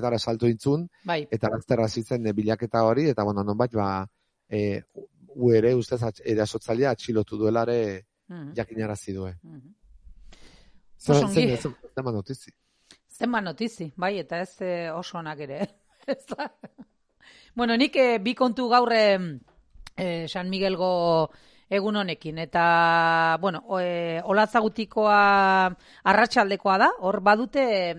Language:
Basque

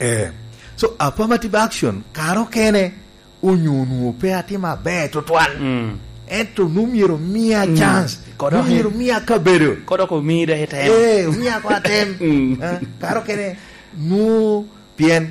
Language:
Lango (Uganda)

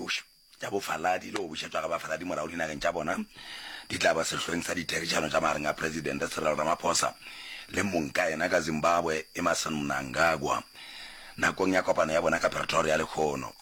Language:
Northern Sotho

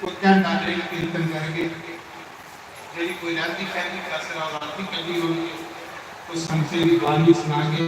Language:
Dogri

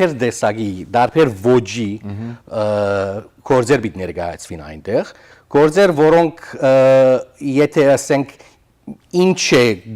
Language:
Western Armenian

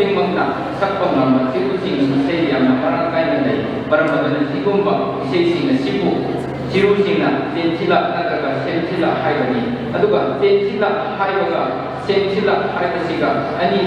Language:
Manipuri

